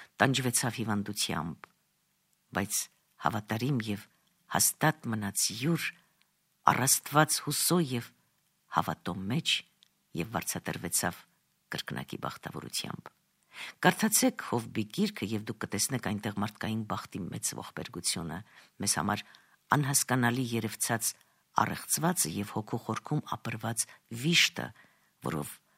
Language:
Armenian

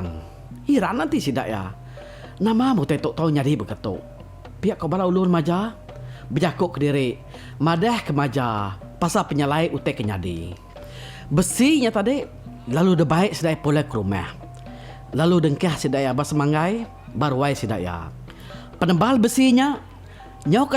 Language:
Iban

